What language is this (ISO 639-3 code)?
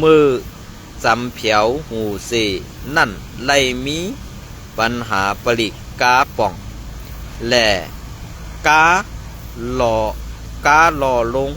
shn